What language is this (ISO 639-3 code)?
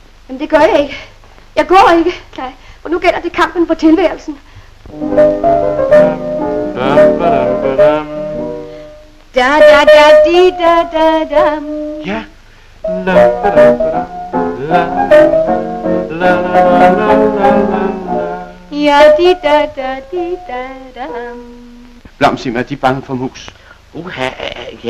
dan